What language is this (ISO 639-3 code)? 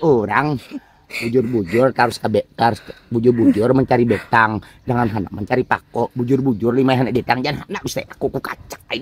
bjn